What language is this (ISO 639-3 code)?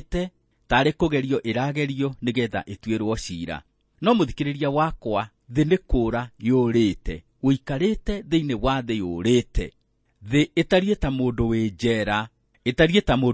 kik